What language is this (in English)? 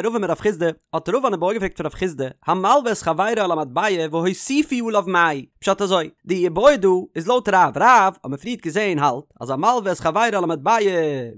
Yiddish